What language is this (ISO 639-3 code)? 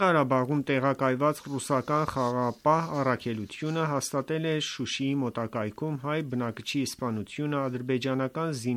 hye